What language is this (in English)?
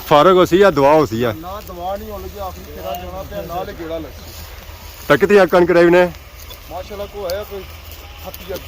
Pahari-Potwari